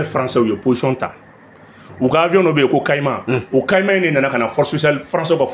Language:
Bambara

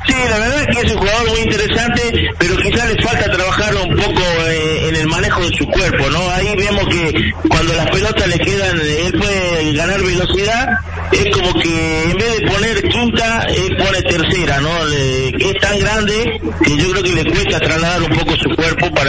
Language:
Spanish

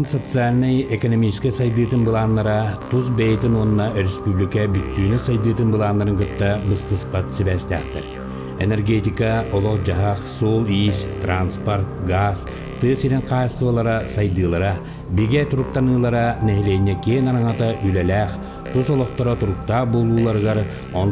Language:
Yakut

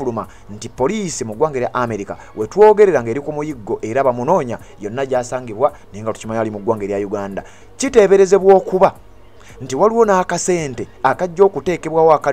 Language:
Ganda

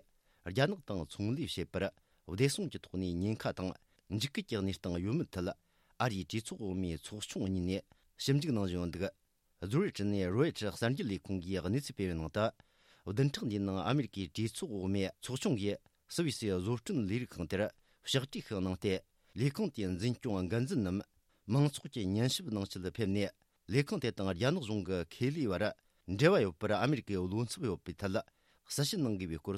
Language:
Tibetan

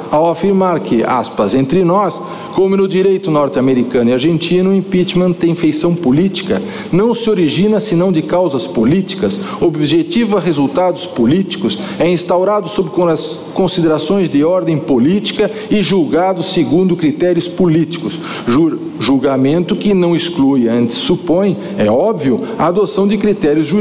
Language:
Portuguese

